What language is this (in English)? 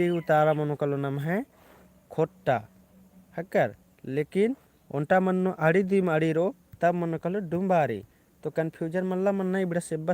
Kurukh